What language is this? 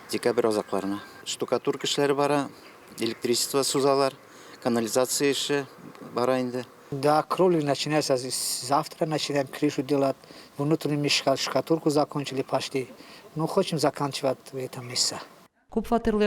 Tatar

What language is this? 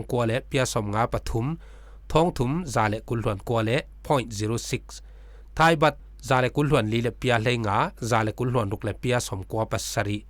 Falam Chin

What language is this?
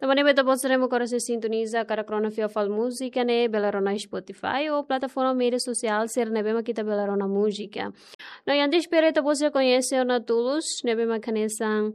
Tetum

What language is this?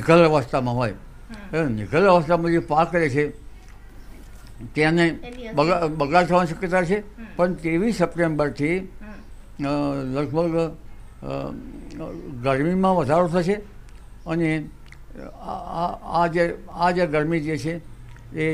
Gujarati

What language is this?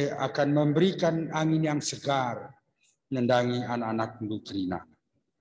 Batak Karo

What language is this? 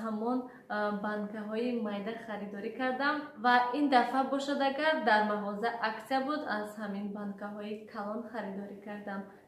Tajik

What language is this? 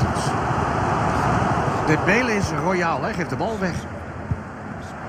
Dutch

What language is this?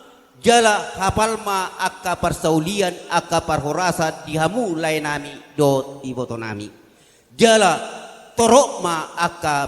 Batak Toba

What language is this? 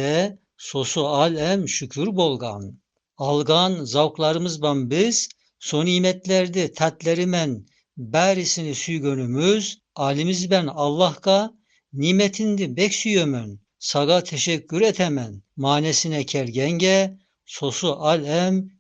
Tatar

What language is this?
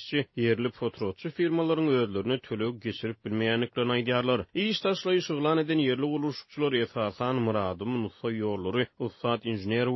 Turkmen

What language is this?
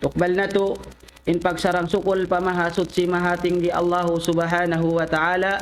Tausug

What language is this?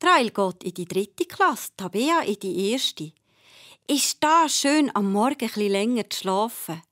Swiss German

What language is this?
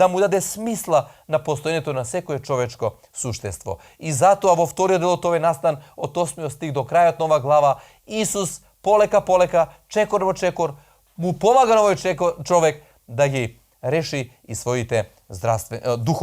Macedonian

